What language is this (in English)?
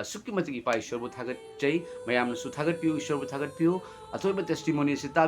Manipuri